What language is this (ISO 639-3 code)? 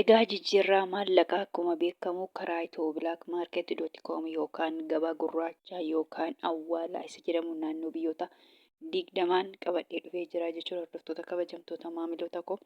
orm